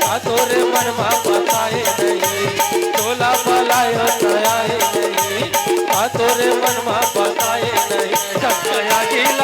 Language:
Chhattisgarhi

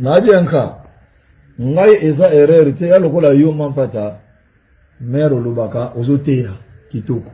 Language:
Lingala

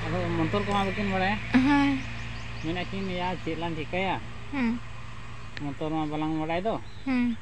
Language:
Santali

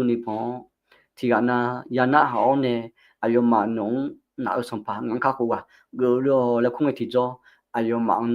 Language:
Akha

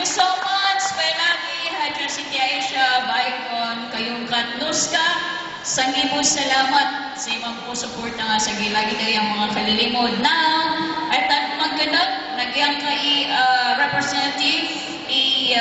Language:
Maranao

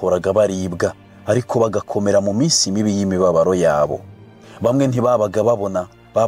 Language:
Kinyarwanda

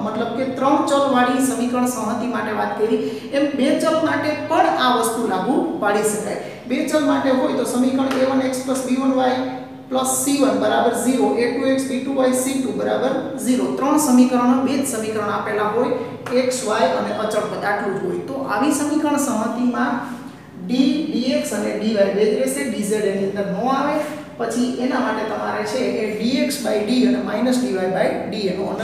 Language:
Gujarati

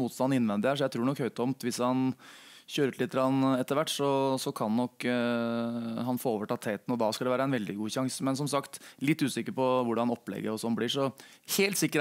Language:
Norwegian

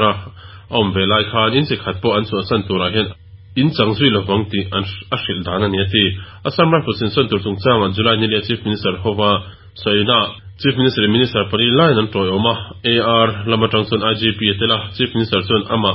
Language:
Mizo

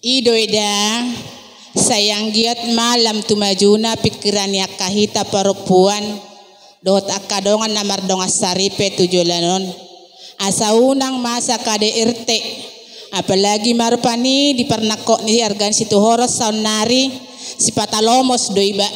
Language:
Batak Toba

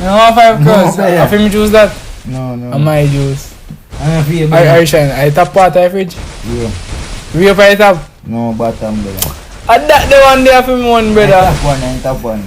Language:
Jamaican Creole English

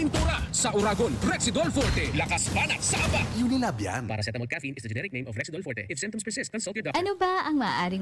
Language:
Bikol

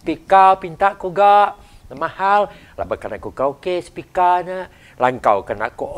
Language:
Iban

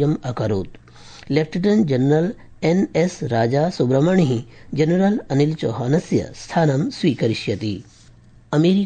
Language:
Sanskrit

